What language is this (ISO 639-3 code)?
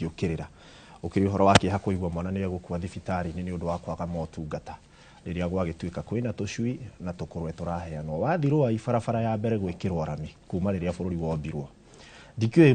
kik